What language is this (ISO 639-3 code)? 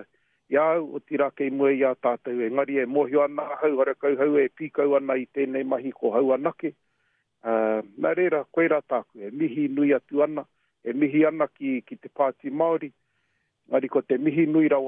mri